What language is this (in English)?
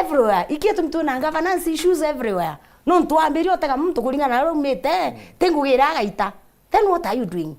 Meru